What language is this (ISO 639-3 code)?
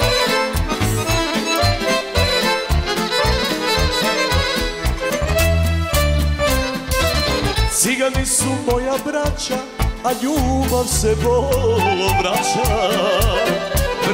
srp